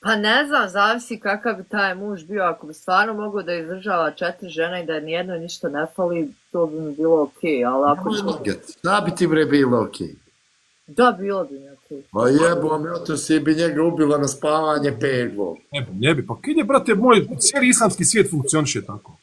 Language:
Bosnian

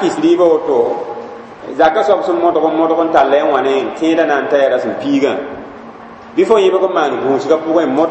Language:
Mossi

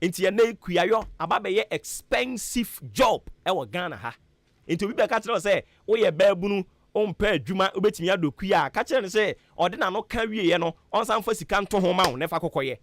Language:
Akan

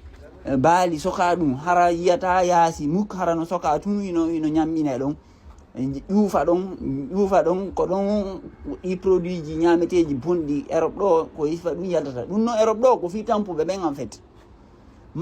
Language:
Fula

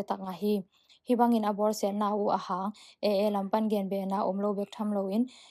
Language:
Tedim Chin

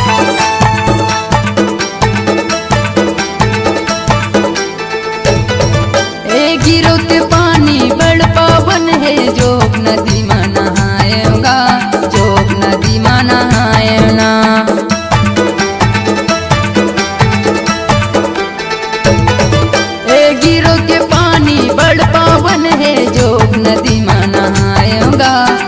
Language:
Chhattisgarhi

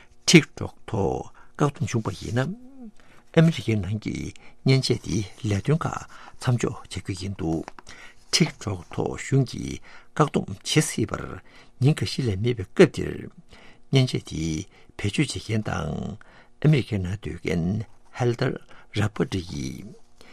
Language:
Tibetan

